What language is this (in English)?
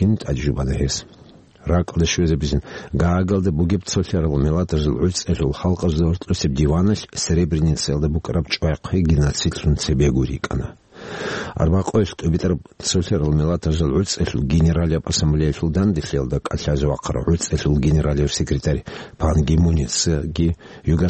Avaric